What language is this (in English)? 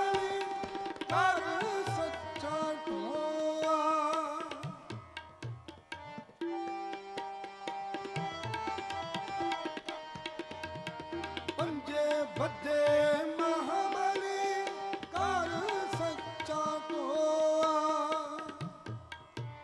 Punjabi